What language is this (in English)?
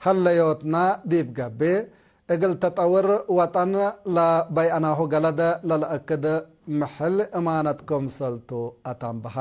Tigre